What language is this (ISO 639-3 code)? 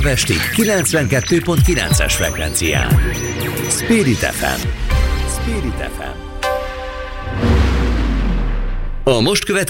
hun